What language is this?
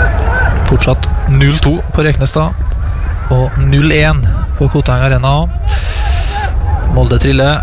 Norwegian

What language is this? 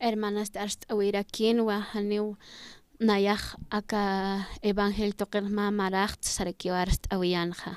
Aymara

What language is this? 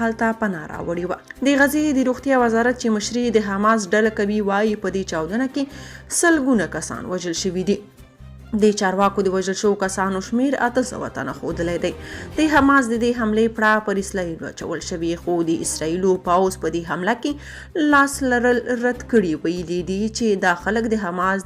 Pashto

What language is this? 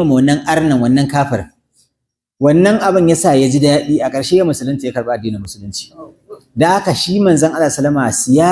Hausa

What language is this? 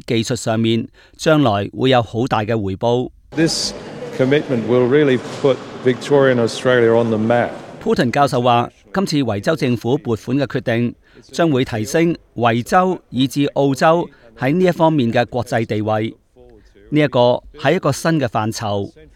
Cantonese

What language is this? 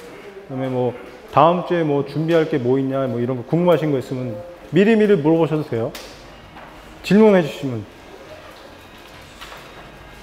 Korean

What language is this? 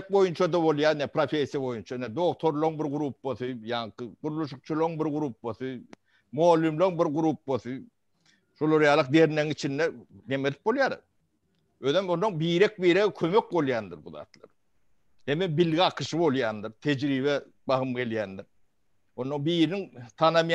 Turkmen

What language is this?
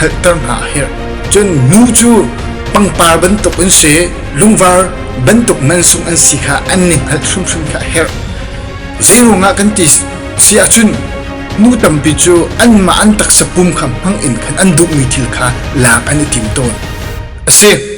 Hakha Chin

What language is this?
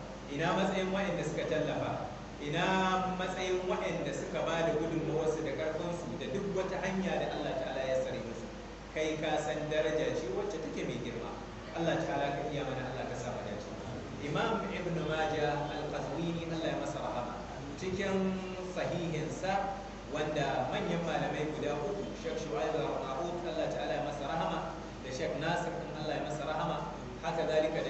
Hausa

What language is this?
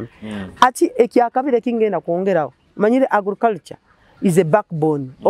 Nyoro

